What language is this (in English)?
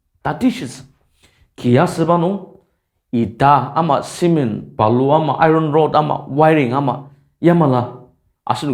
Ao Naga